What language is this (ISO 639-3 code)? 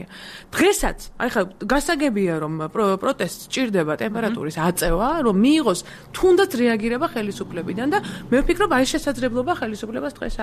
kat